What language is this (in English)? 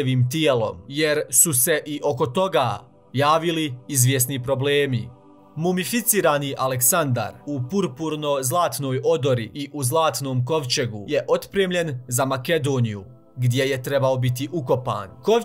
Croatian